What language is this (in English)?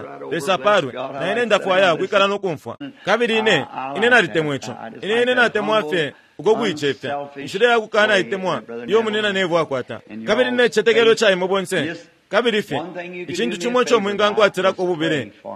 Bemba